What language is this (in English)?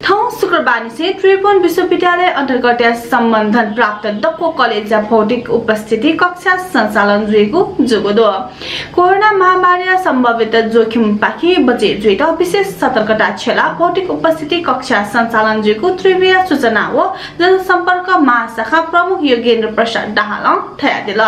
Newari